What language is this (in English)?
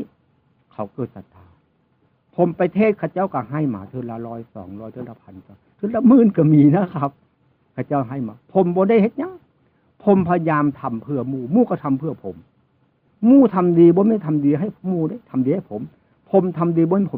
Northeastern Thai